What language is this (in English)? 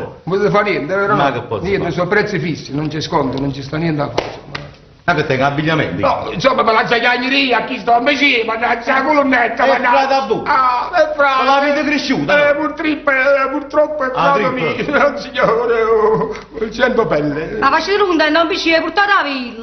Neapolitan